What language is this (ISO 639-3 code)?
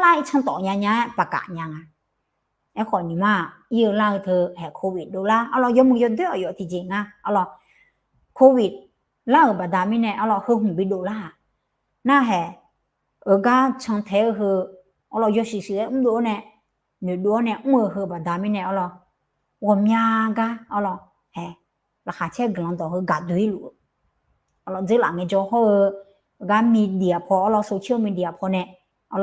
ahk